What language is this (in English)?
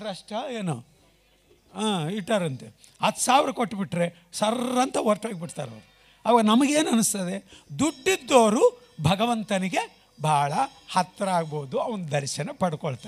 Kannada